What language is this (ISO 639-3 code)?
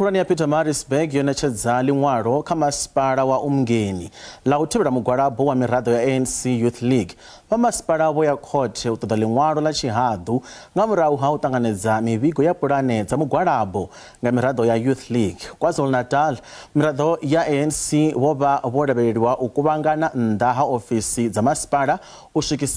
ven